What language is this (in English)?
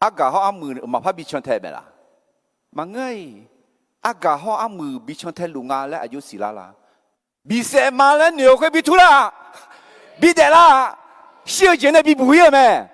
Akha